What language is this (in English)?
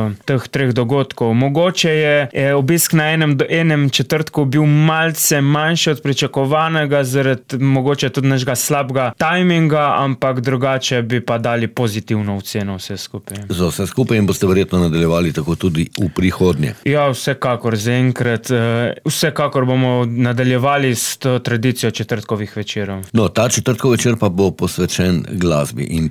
Slovenian